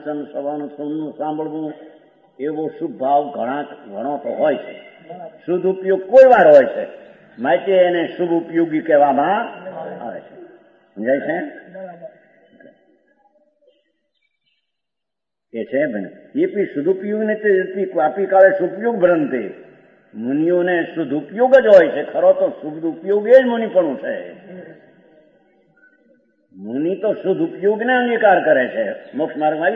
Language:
Gujarati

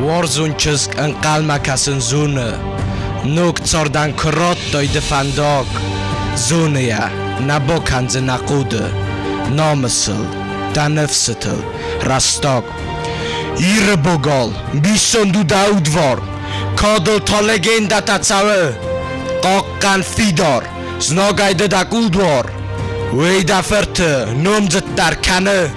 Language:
Ossetic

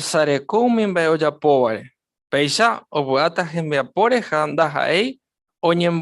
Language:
Guarani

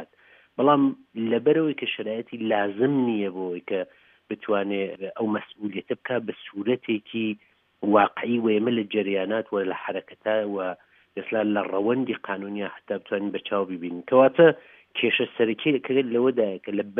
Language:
Central Kurdish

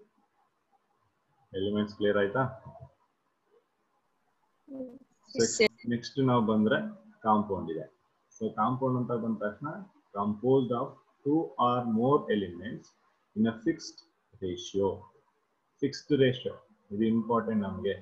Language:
Kannada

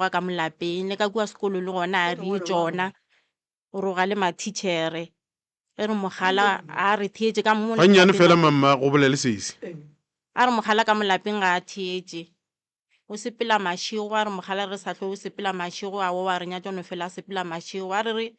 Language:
Northern Sotho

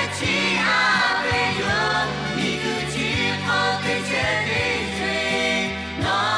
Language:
Lahu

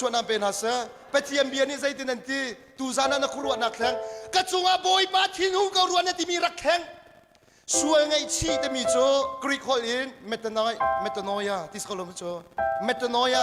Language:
Hakha Chin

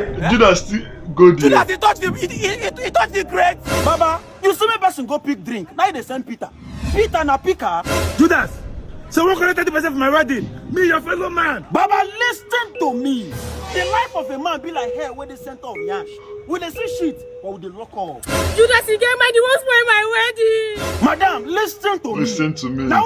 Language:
Nigerian Pidgin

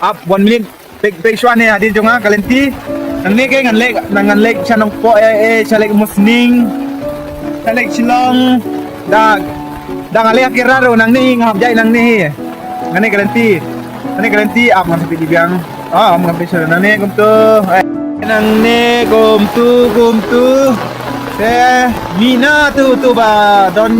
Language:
Khasi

